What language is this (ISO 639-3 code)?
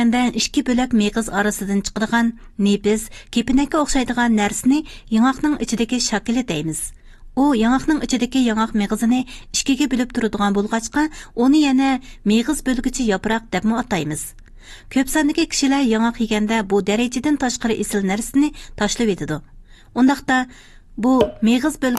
uig